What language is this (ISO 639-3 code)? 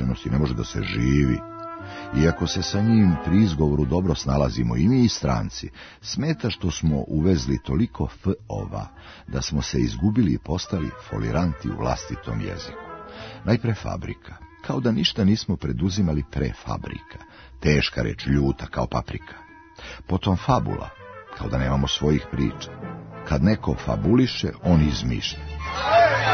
srp